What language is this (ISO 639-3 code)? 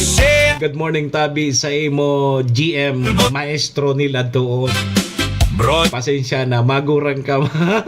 bik